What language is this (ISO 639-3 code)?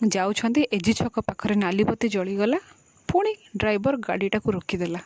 ori